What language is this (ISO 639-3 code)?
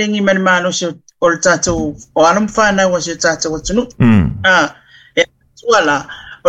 smo